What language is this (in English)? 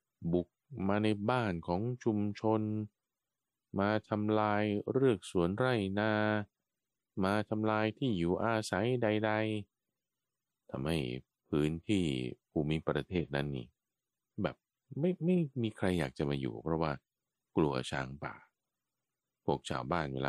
Thai